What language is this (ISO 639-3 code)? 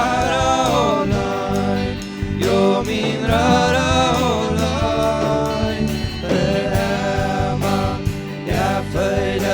pdt